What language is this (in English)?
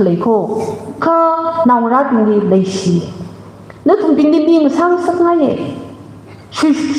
Tangkhul Naga (India)